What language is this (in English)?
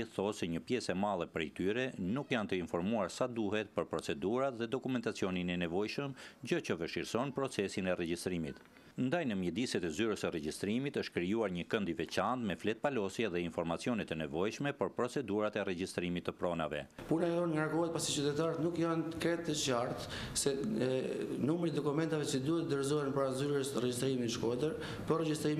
Albanian